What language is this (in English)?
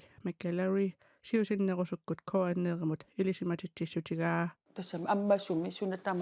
Kalaallisut